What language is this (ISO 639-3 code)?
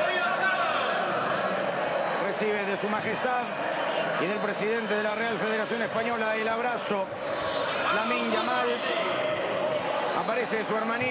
spa